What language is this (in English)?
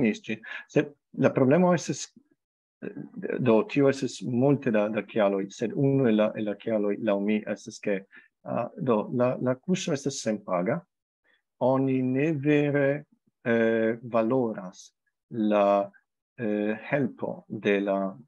Esperanto